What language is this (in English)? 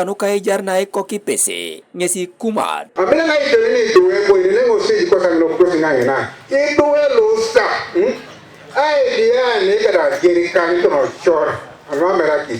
Teso